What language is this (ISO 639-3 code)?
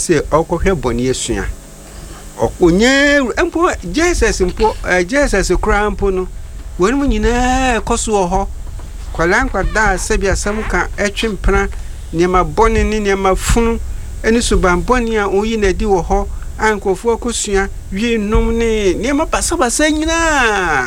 aka